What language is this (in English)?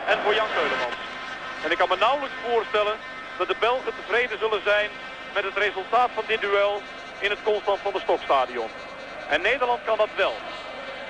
Dutch